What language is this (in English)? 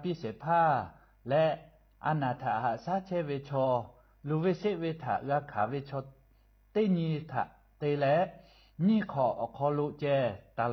Lahu